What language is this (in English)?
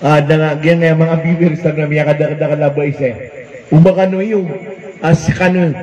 Maranao